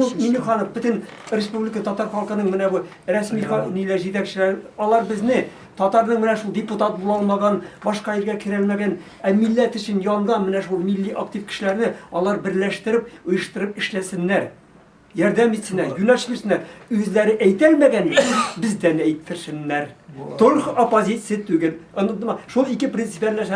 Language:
Tatar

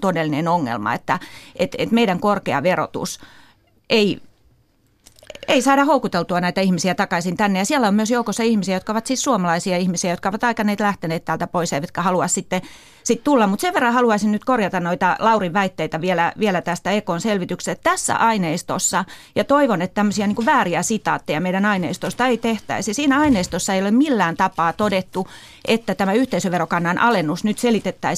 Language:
Finnish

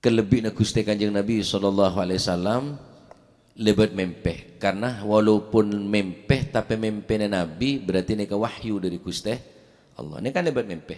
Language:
Madurese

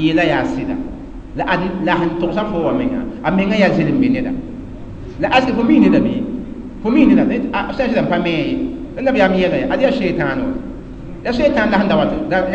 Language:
Mossi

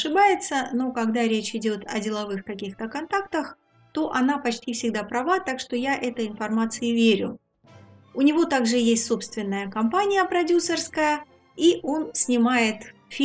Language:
Russian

